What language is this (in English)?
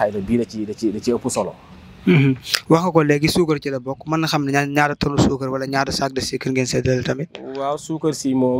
Wolof